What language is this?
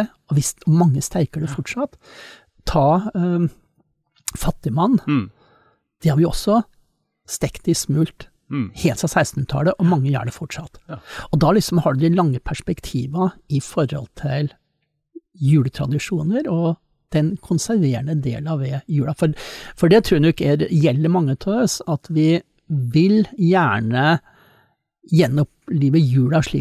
Norwegian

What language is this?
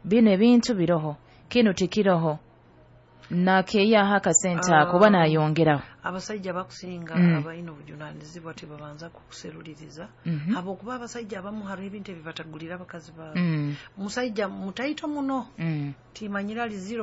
Nyoro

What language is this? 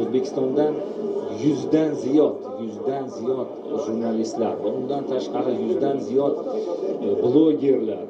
Uzbek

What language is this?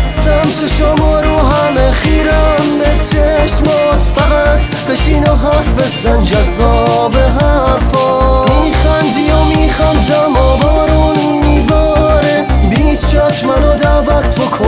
Persian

